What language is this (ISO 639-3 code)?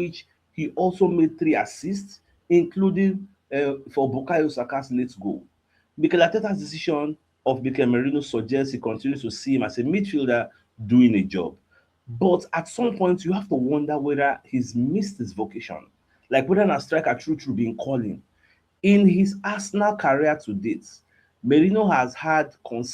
pcm